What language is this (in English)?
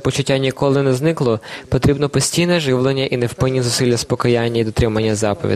Ukrainian